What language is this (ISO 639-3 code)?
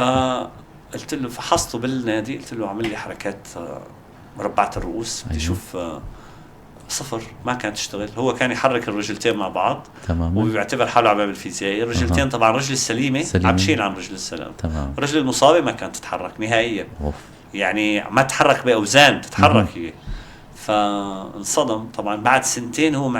apc